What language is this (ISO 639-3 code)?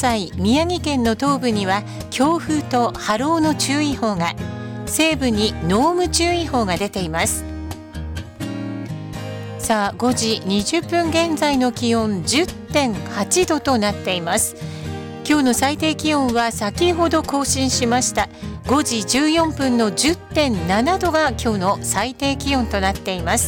jpn